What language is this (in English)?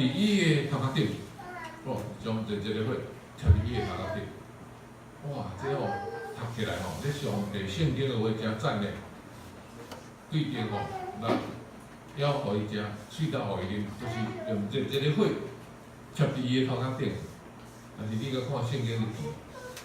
Min Nan Chinese